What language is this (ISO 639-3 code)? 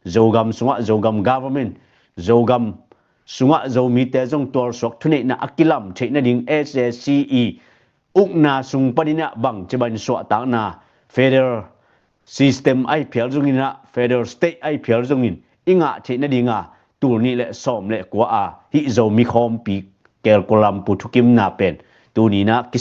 ctd